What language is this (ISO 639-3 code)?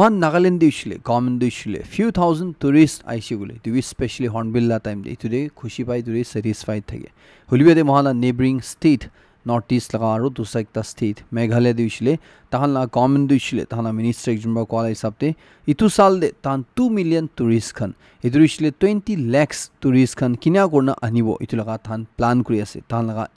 nag